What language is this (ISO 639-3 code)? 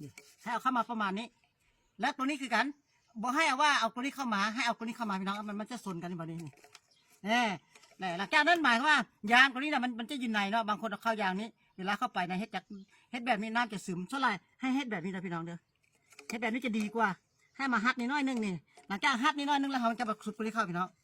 lao